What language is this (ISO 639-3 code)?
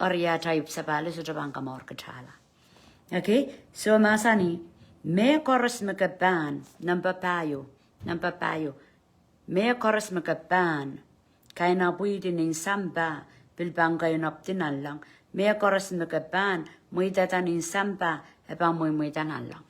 pon